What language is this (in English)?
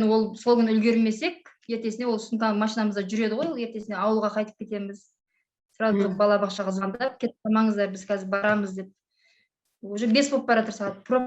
Kazakh